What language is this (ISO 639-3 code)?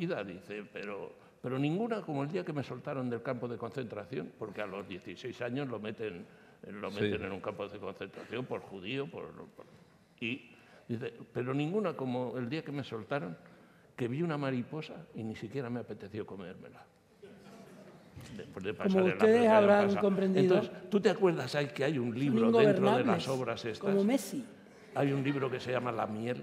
spa